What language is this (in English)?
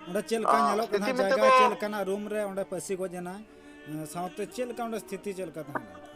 Santali